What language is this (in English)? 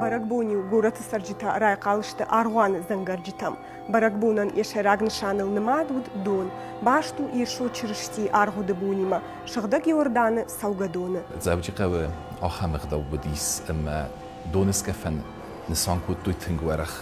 Ossetic